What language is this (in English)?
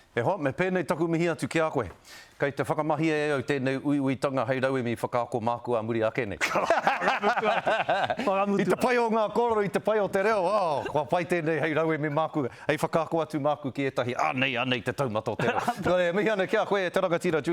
Māori